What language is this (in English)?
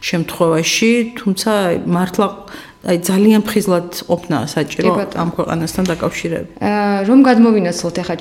Georgian